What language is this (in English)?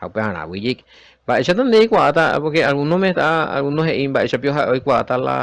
Guarani